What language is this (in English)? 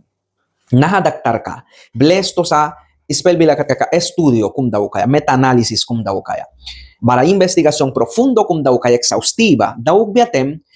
Mískito